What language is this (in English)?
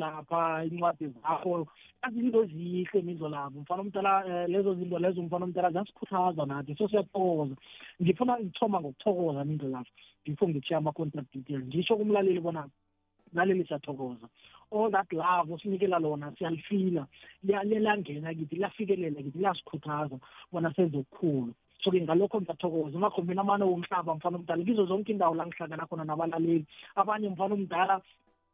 South Ndebele